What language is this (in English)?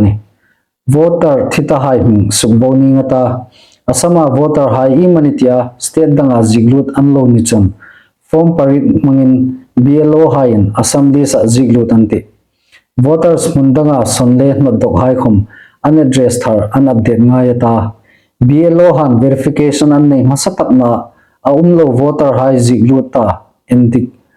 Hmar